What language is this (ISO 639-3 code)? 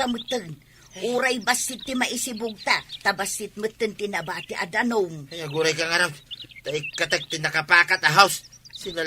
ilo